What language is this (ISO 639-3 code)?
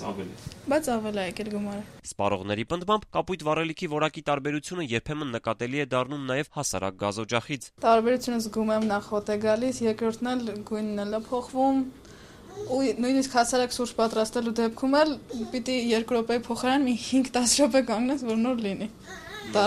hye